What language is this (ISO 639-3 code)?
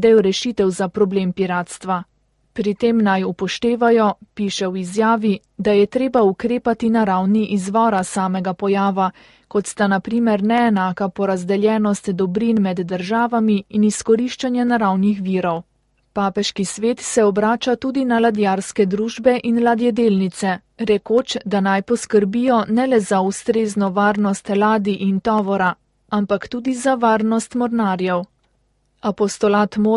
slv